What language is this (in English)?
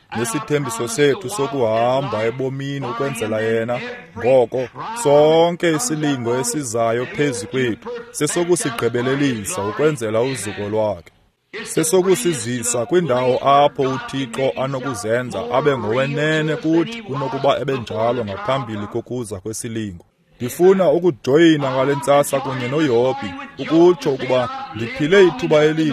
Xhosa